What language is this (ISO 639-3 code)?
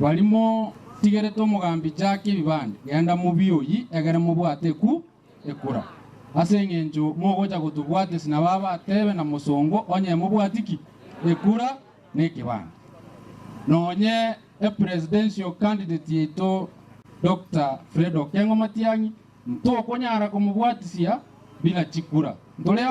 guz